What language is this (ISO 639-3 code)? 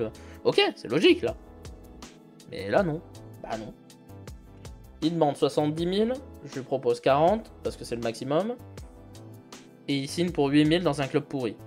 fra